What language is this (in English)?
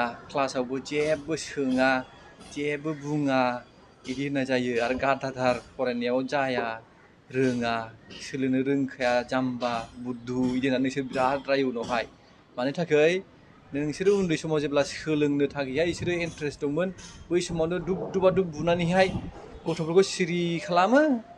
Bodo